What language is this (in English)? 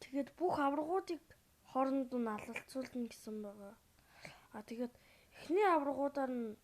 Mongolian